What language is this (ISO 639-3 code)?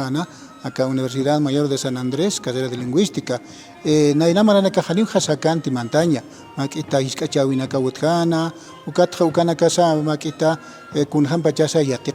aym